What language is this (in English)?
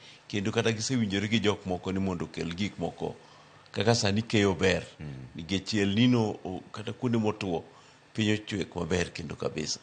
Luo (Kenya and Tanzania)